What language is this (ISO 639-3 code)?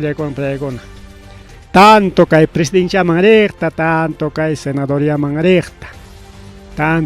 quy